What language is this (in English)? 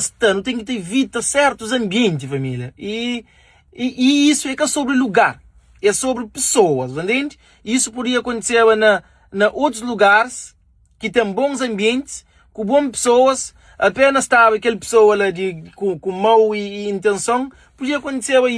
Kabuverdianu